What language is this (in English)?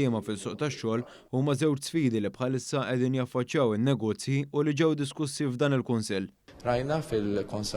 Maltese